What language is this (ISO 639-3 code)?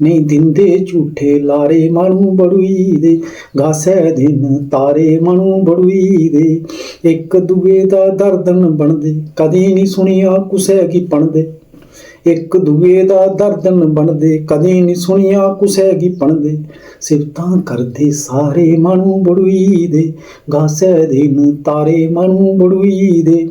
doi